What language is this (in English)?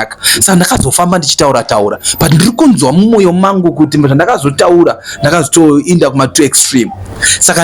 Shona